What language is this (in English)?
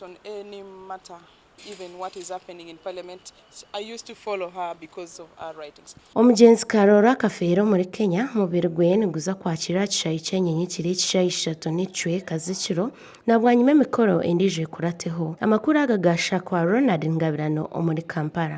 Nyankole